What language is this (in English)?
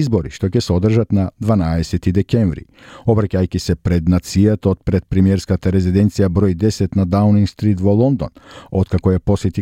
Macedonian